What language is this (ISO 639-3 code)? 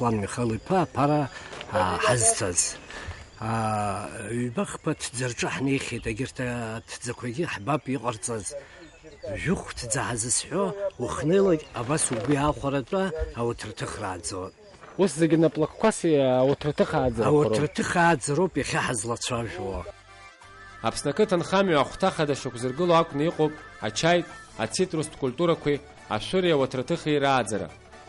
abk